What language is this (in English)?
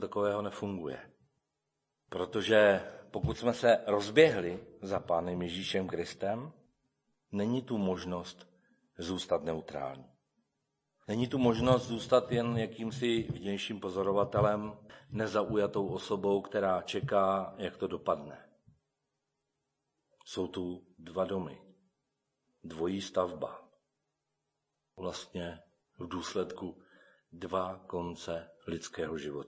Czech